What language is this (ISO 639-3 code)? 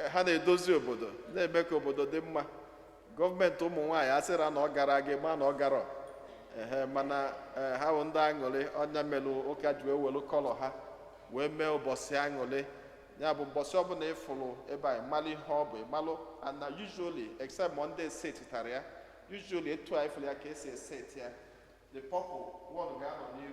ibo